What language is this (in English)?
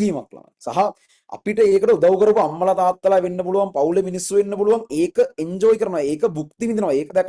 Sinhala